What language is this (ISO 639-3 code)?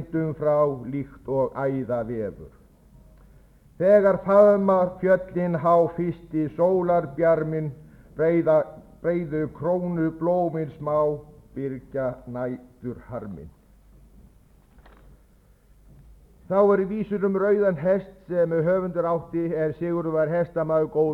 isl